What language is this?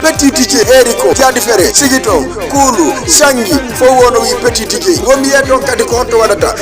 Fula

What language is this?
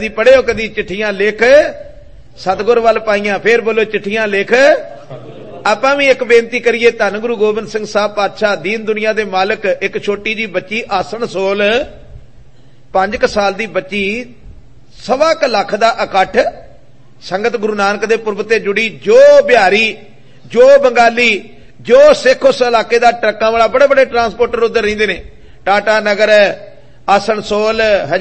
Punjabi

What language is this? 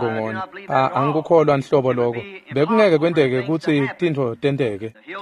Swati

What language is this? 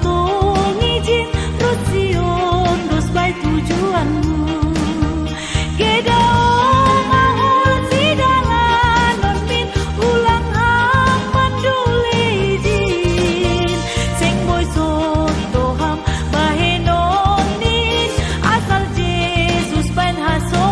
Batak Simalungun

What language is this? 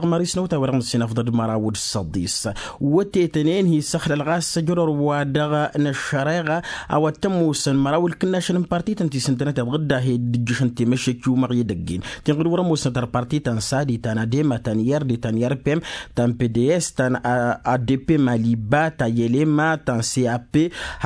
Tamasheq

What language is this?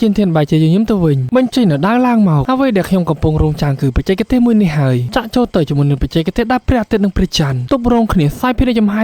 Khmer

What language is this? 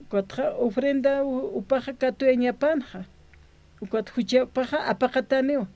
Aymara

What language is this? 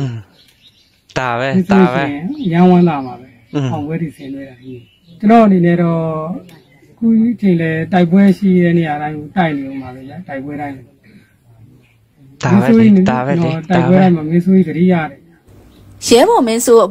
Burmese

